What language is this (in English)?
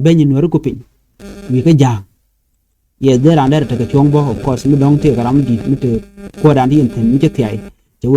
Nuer